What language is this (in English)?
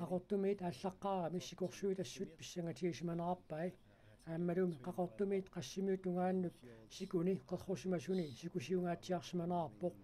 Kalaallisut